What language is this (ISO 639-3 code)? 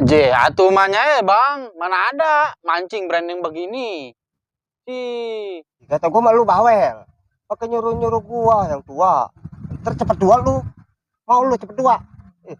bew